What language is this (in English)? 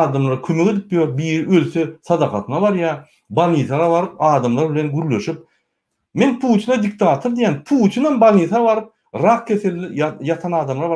Turkmen